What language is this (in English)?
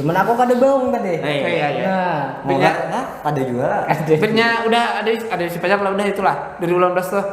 Banjar